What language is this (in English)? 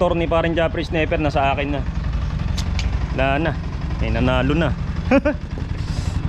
Filipino